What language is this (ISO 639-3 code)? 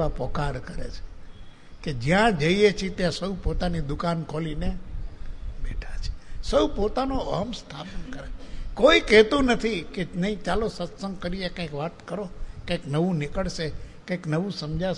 guj